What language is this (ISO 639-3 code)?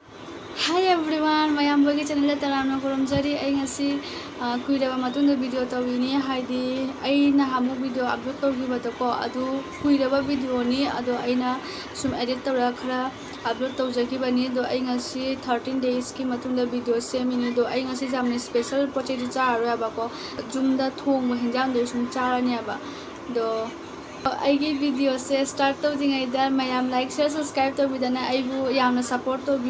mni